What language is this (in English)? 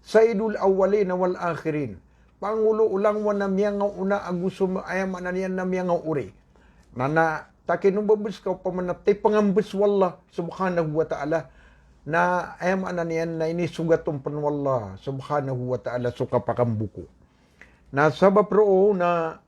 Maranao